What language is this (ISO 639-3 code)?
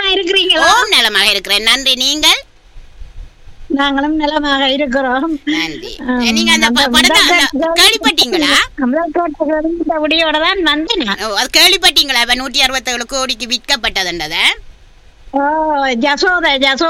tam